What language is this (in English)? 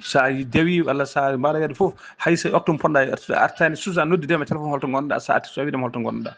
Fula